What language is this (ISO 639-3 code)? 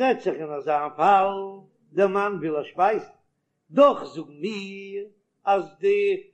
yid